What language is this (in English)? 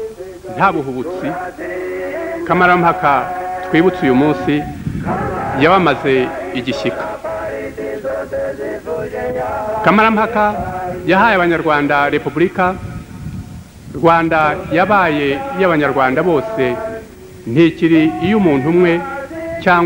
Kinyarwanda